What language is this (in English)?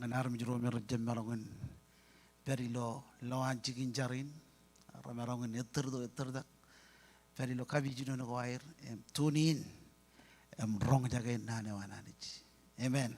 Marshallese